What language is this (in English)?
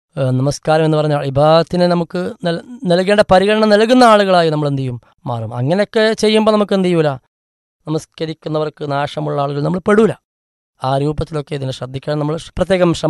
Malayalam